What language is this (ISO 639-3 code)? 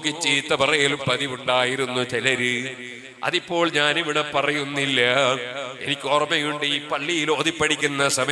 mal